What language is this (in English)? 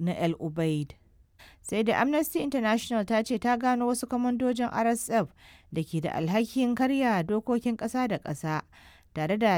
Hausa